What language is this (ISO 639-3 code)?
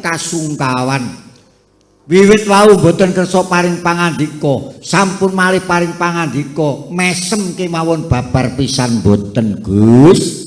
jav